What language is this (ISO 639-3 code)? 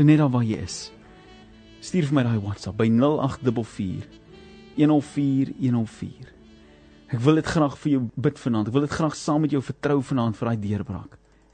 afr